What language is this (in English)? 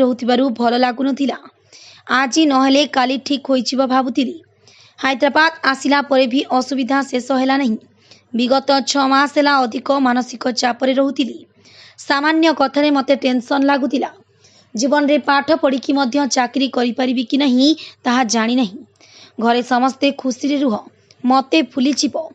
Odia